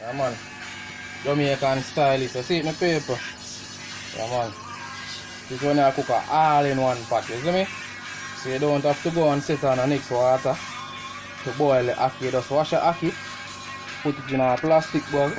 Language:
Jamaican Creole English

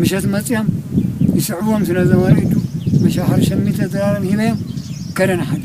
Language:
Tigrinya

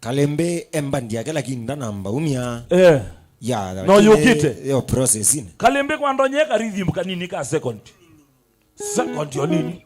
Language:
Kamba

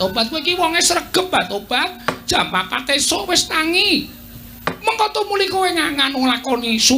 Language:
Javanese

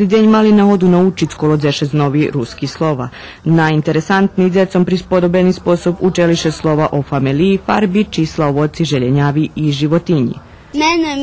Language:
Rusyn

